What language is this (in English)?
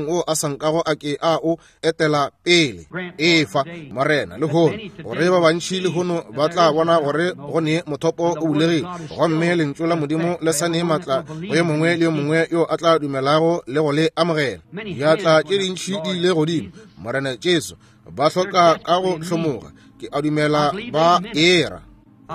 Northern Sotho